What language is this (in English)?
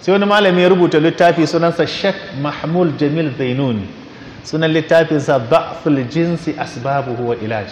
Hausa